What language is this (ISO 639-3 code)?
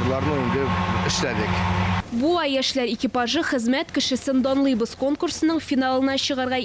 tat